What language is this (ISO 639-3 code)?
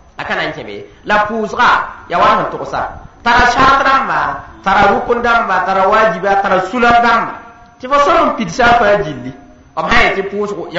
mos